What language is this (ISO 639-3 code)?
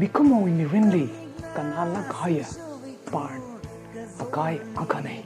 nmf